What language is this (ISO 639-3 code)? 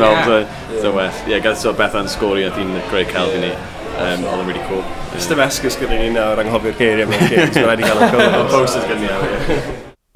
cym